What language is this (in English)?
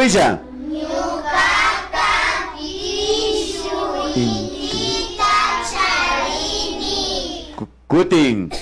Imbabura Highland Quichua